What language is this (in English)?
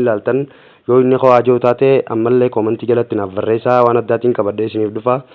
Oromo